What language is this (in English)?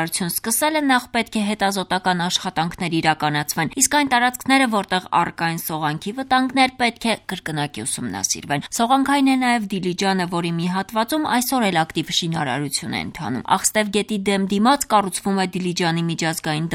Armenian